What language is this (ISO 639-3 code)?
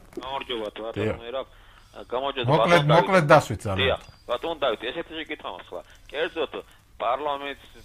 kat